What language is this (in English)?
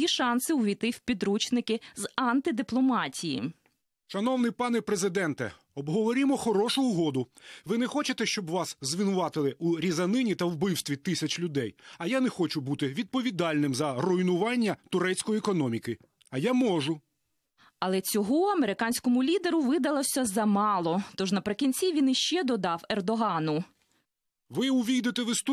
Ukrainian